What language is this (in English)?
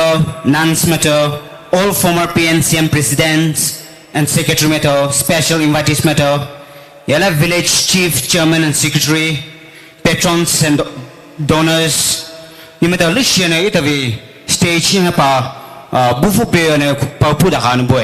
Poumei Naga